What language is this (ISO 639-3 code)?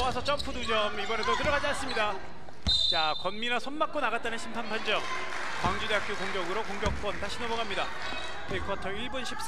kor